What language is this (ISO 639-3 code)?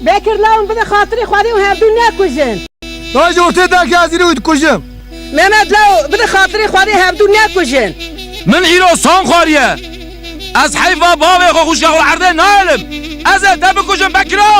kur